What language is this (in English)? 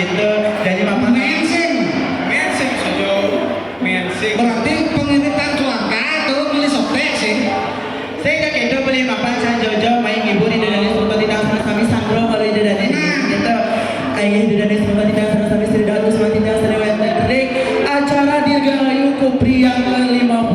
Balinese